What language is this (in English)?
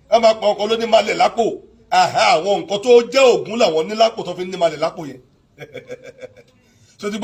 Yoruba